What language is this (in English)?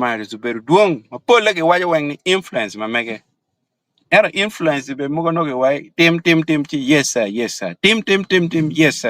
Acoli